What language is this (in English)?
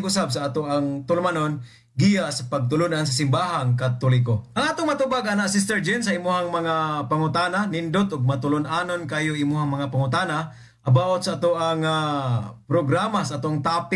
Cebuano